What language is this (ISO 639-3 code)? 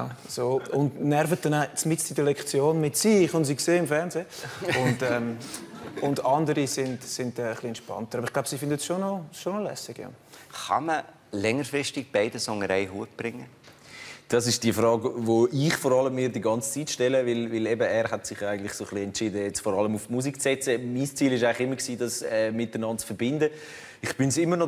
gsw